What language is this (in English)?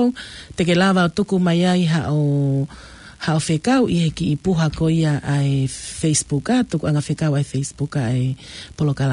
Tongan